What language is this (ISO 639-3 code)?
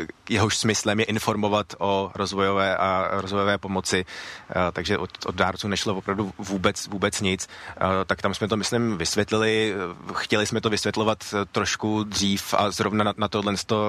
ces